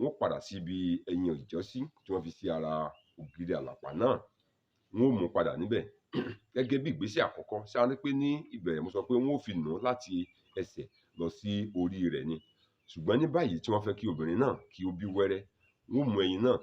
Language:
Yoruba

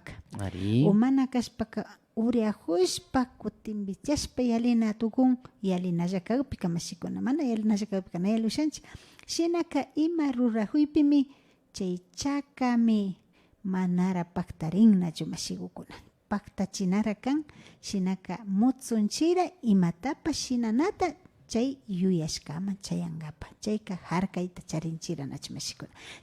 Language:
Imbabura Highland Quichua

